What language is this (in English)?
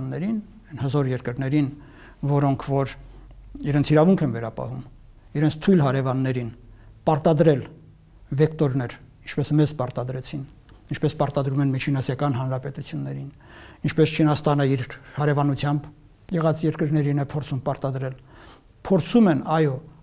Armenian